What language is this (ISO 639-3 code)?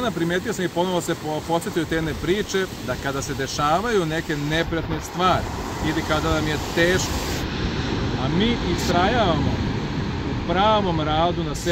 srp